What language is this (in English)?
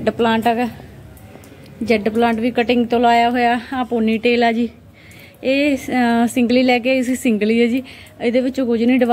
Punjabi